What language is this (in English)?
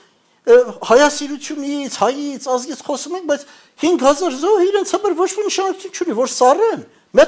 Armenian